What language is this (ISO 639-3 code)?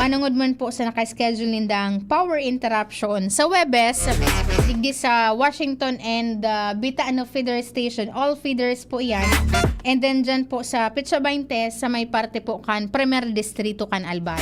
bik